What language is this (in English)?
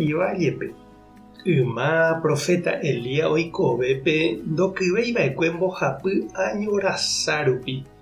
Guarani